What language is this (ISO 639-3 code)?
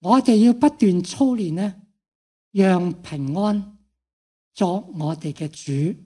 yue